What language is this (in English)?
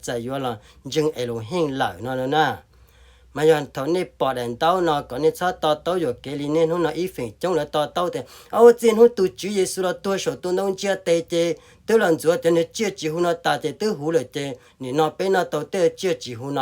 Hmong